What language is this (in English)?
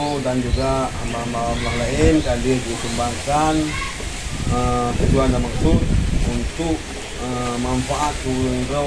Achinese